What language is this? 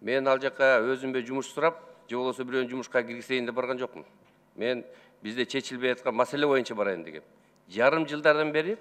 Kyrgyz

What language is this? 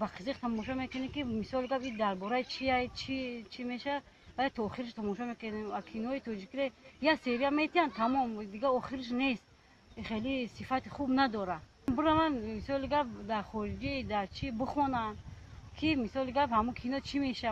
Tajik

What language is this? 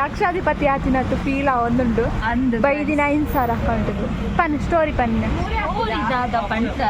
Tulu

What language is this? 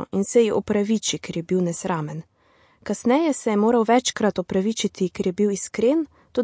Slovenian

